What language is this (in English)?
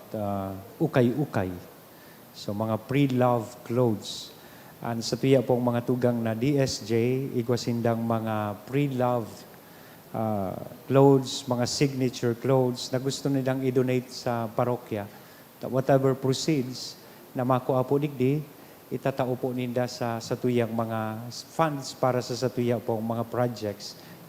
Bikol